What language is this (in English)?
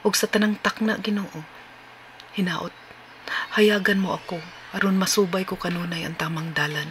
Cebuano